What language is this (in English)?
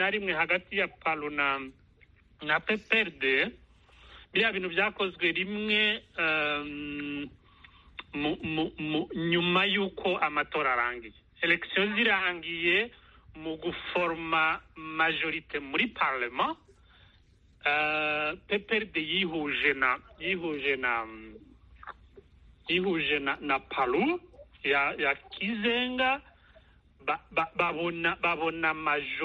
Kinyarwanda